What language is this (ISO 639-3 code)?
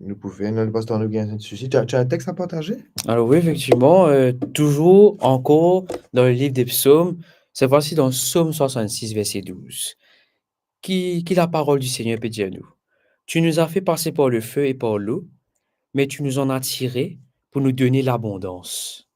mfe